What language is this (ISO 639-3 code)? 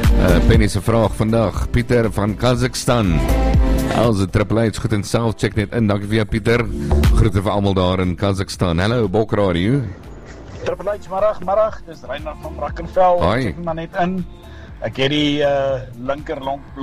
afr